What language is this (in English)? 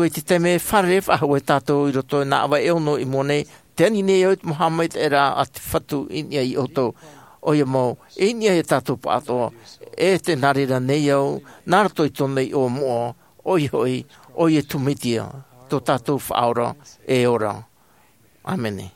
Tahitian